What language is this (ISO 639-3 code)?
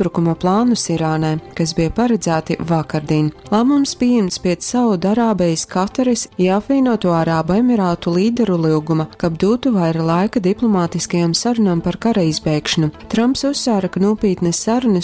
ltg